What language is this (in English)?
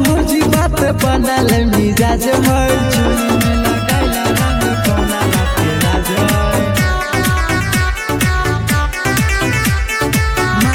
Bhojpuri